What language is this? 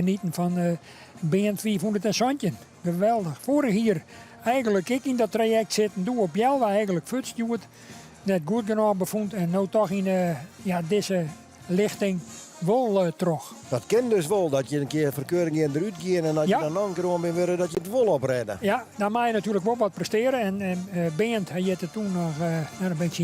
Western Frisian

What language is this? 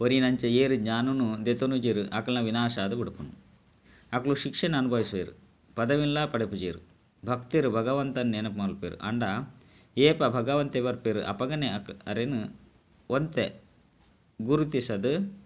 Tulu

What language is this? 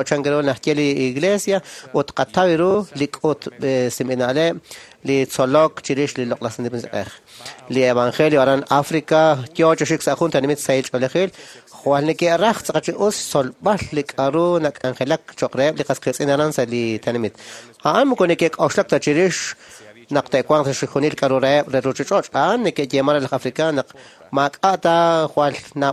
Kekchí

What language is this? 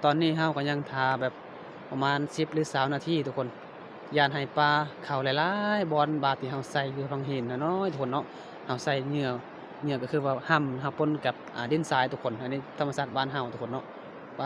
Lao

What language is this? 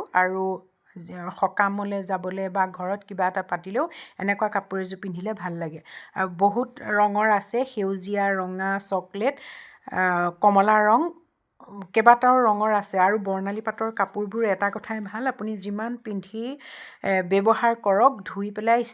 Assamese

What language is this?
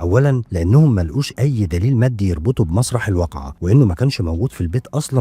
Egyptian Arabic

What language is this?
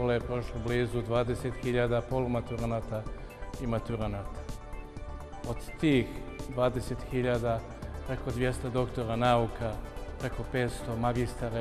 Serbian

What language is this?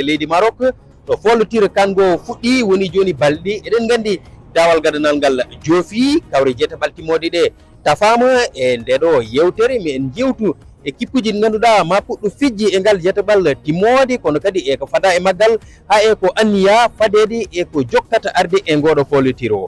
Fula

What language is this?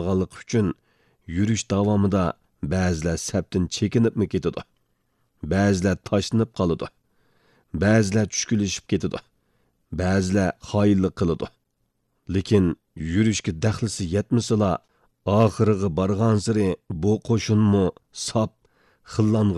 Uyghur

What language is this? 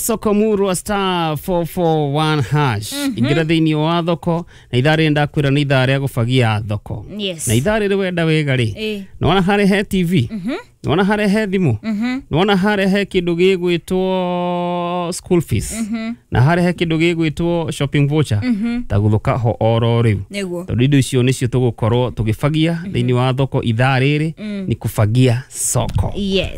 Kikuyu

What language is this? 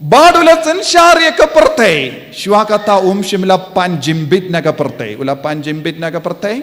Khasi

